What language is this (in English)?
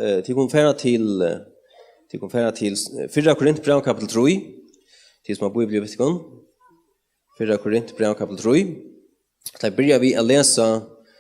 Faroese